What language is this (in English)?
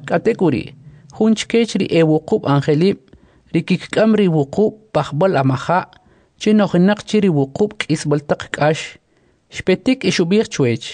Kʼicheʼ